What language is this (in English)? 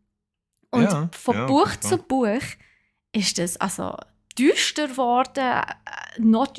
Swiss German